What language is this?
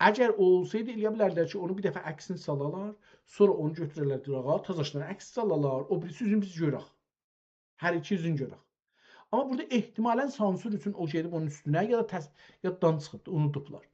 South Azerbaijani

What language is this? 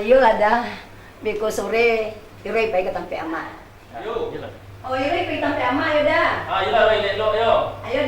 Minangkabau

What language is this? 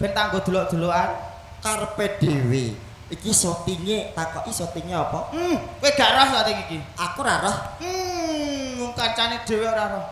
Javanese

